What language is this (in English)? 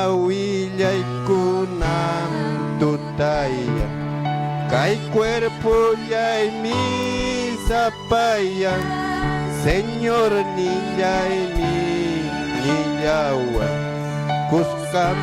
Ayacucho Quechua